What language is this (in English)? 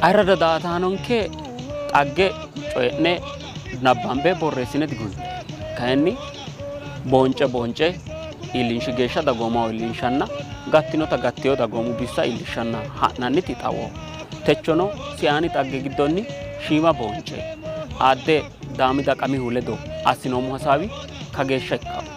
Sidamo